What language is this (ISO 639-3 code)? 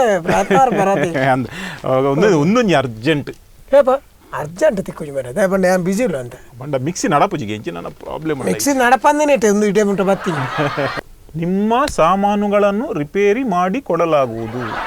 tcy